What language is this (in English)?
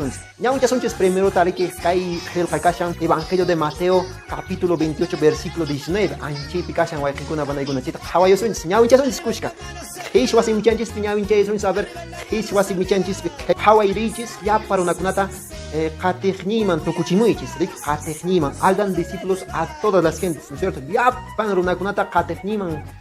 Quechua